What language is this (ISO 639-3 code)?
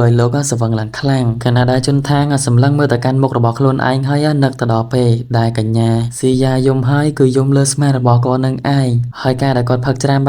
khm